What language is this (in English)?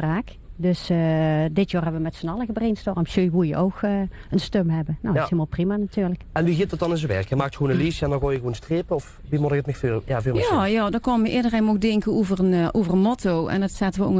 Limburgish